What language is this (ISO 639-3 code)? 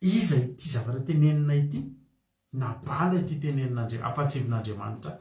mlg